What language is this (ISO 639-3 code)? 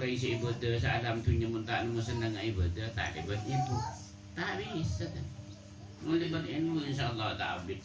mad